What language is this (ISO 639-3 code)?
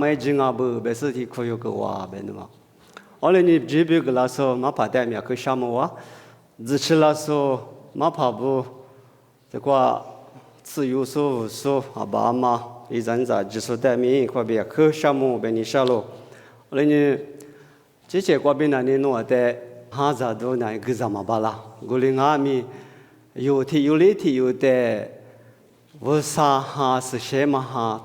lis